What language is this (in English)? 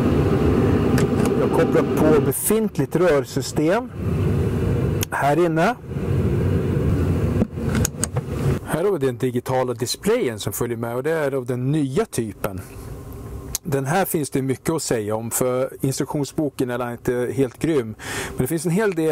Swedish